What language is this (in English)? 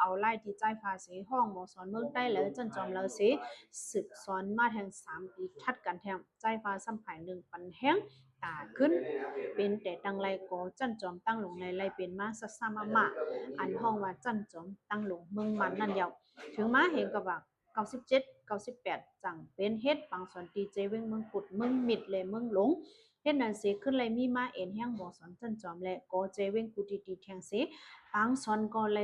Shan